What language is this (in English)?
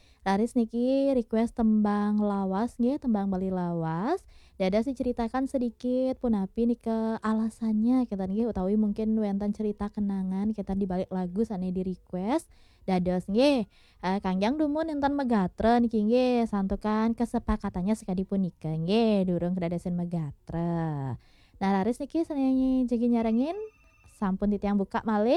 Balinese